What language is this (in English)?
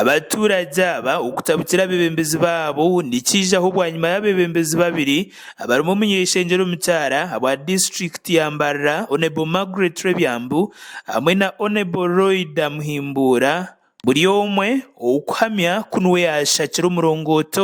Nyankole